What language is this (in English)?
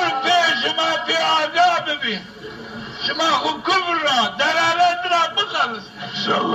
Zaza